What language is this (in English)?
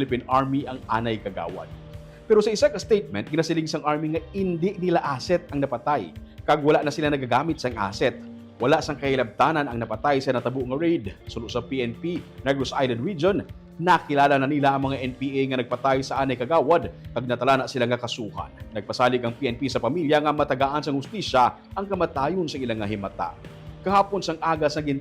Hiligaynon